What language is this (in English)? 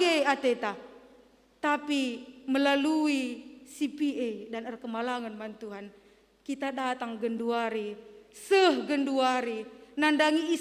Batak Karo